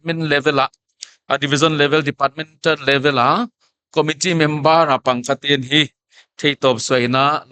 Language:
Paite Chin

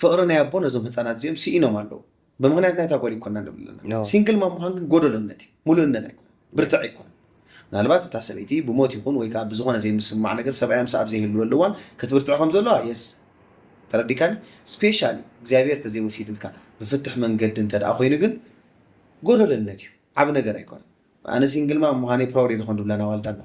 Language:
Tigrinya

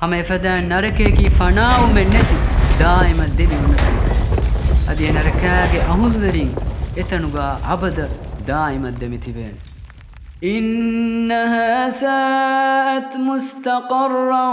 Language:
Divehi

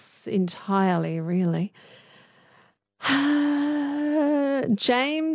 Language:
English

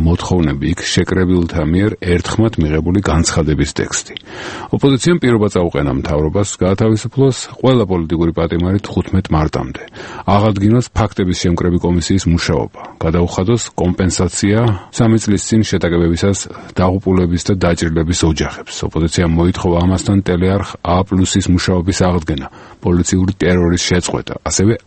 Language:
Georgian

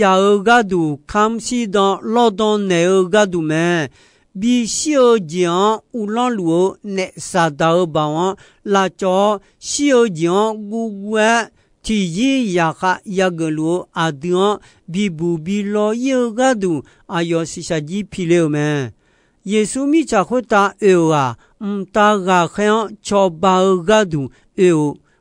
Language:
Akha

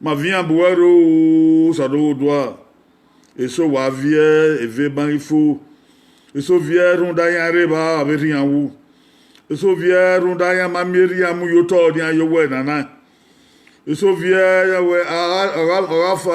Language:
Bini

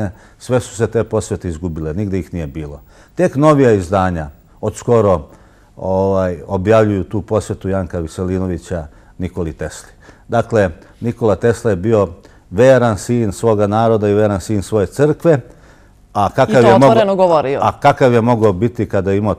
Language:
Serbian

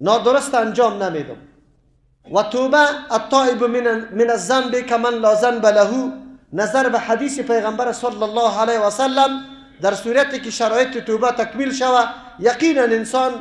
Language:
Persian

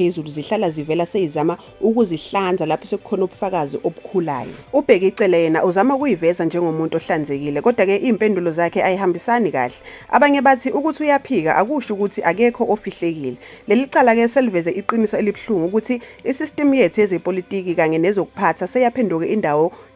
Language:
Zulu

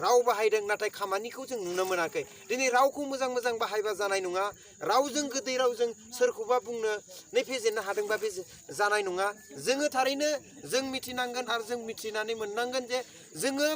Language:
Bodo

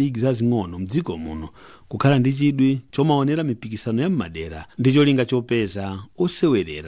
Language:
Nyanja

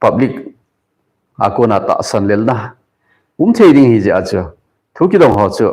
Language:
Thado Chin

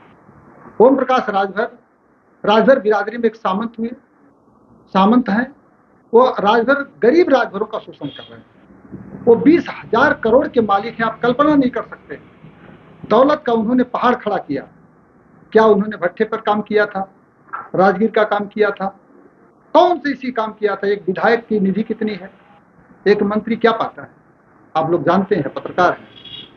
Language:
Hindi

